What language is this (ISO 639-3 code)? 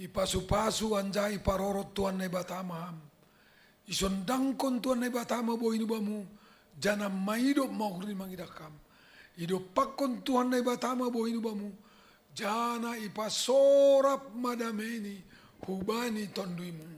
bts